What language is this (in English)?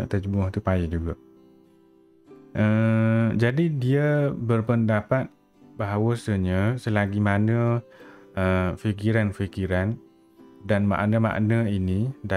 Malay